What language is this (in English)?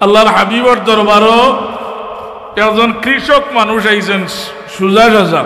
Sylheti